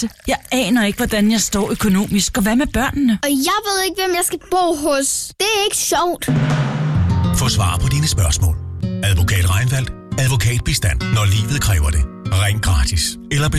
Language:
Danish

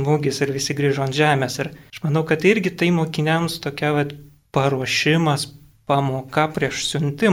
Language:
Lithuanian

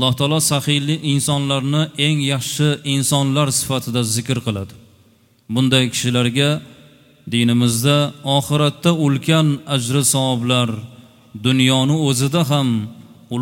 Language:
Uzbek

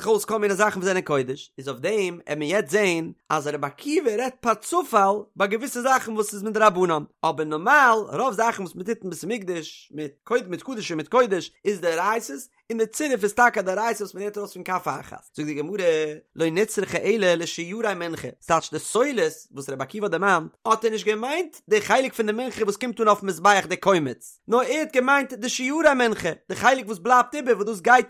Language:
Yiddish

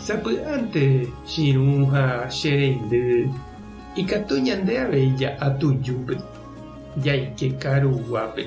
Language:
Guarani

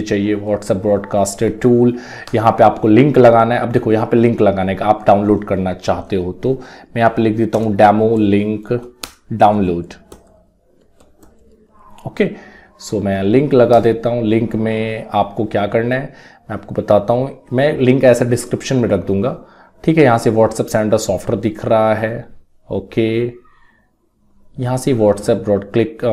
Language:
Hindi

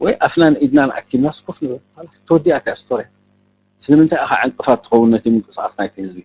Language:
Tigrinya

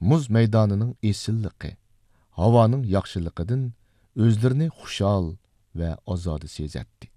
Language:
Uyghur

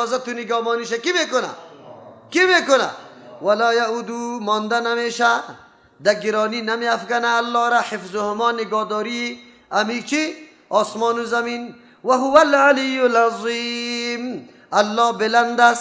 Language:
Persian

